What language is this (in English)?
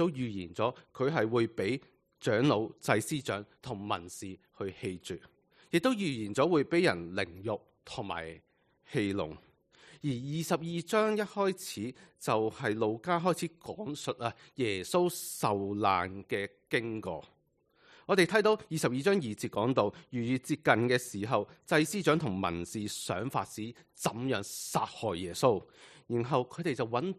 Cantonese